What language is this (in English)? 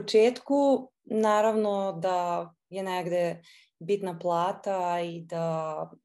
Serbian